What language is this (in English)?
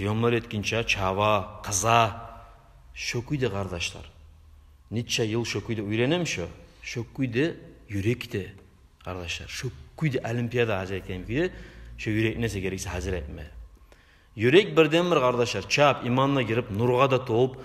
Kumyk